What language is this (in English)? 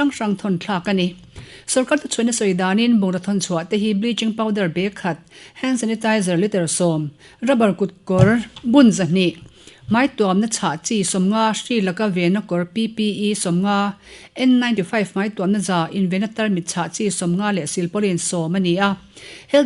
Mizo